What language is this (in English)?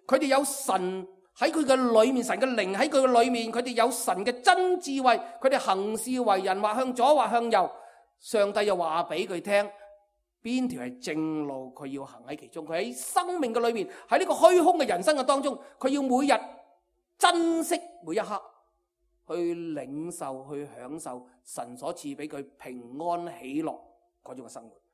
Cantonese